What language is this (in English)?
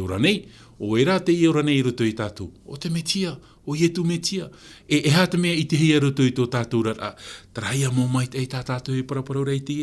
Tahitian